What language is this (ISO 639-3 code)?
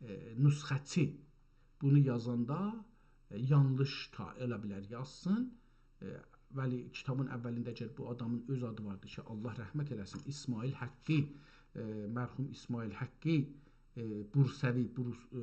azb